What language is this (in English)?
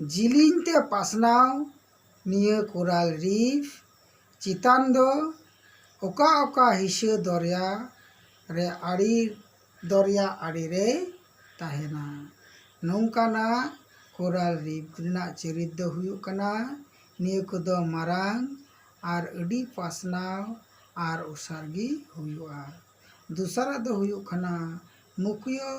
Santali